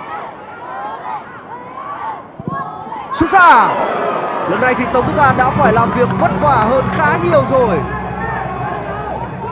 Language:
Vietnamese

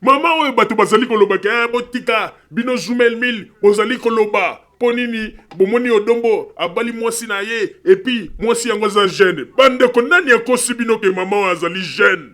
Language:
Lingala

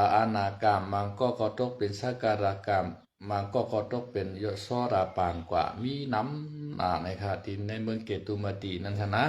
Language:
Shan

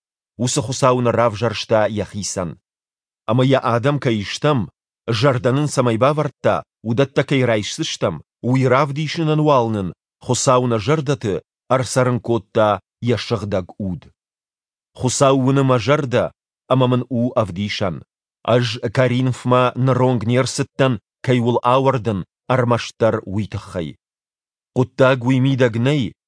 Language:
Ossetic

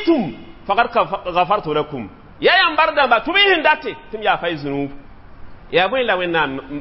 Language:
Mossi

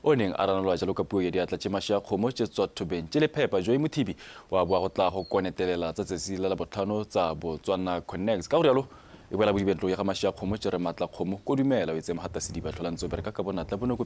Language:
Tswana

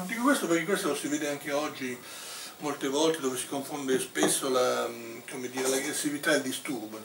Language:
Italian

